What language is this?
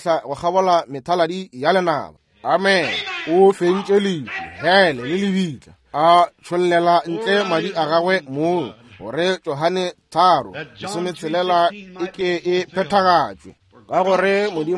Northern Sotho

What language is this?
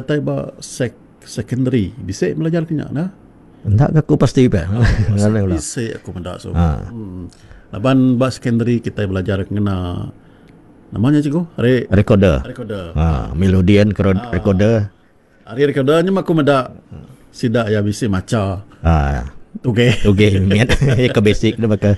Iban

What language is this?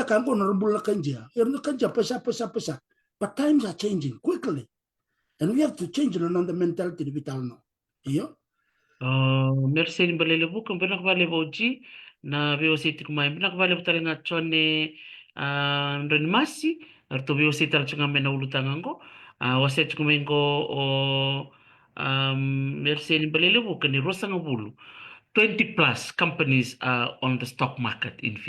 Fijian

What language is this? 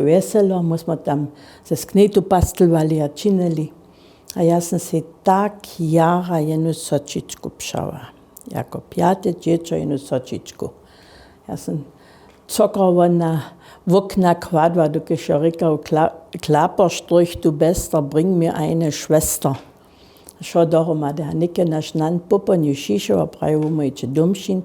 Upper Sorbian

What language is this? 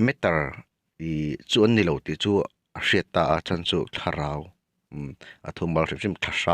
Mizo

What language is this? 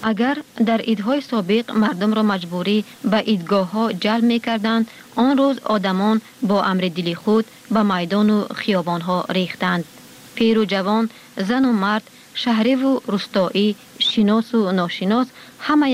Tajik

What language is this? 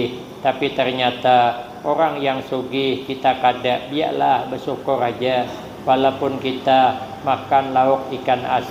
Banjar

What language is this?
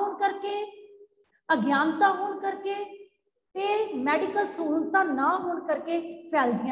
Punjabi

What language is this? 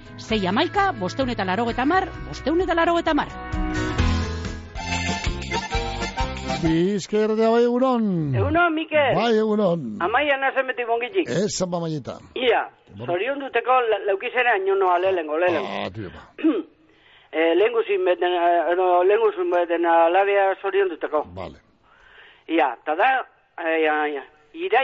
Basque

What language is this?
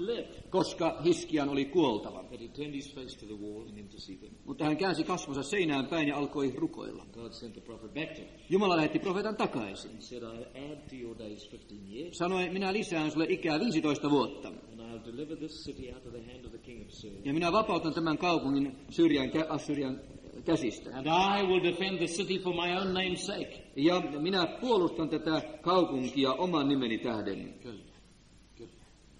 Finnish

